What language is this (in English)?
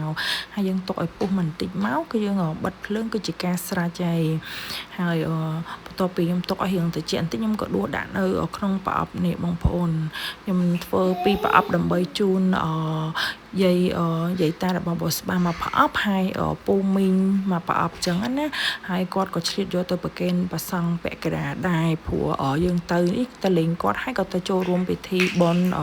Khmer